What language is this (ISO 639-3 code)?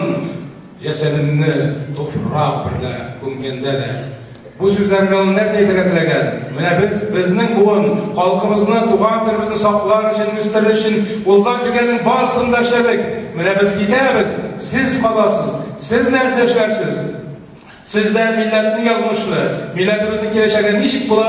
tat